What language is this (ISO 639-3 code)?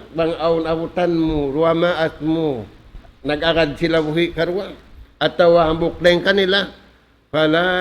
tsg